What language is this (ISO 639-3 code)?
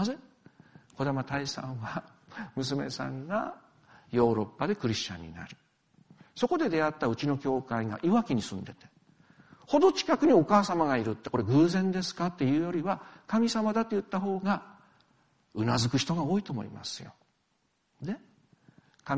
jpn